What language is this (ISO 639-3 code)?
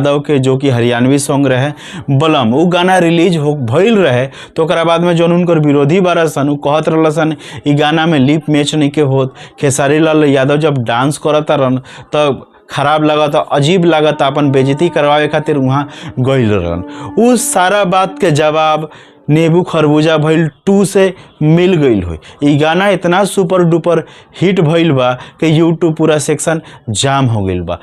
bho